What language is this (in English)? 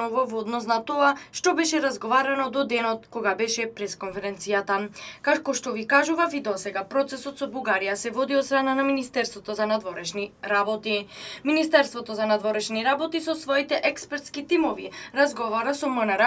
Macedonian